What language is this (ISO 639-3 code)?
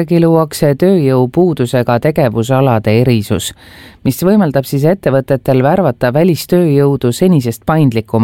est